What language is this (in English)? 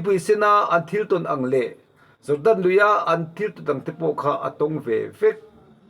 Mizo